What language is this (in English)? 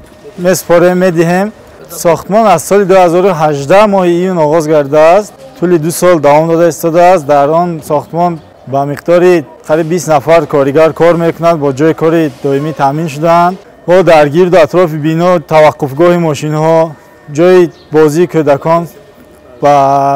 Tajik